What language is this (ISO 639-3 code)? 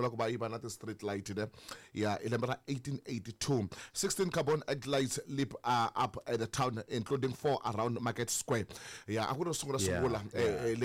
tso